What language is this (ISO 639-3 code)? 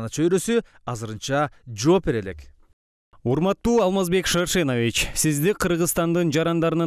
kir